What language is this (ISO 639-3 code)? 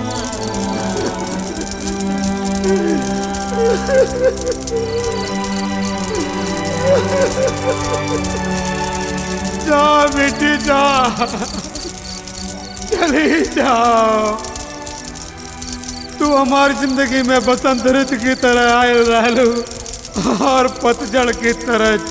bho